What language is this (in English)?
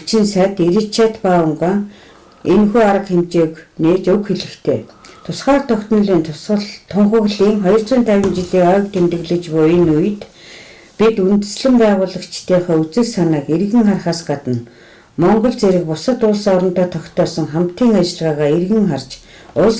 Mongolian